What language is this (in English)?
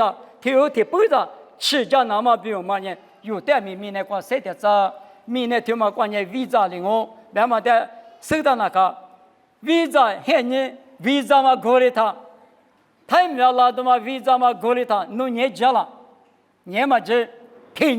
Lisu